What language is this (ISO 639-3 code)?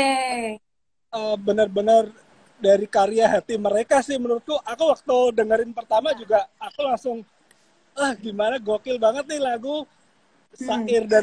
ind